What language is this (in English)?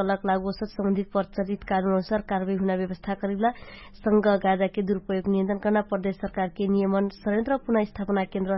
Dangaura Tharu